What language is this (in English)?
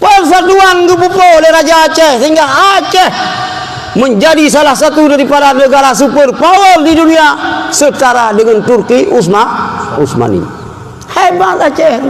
Achinese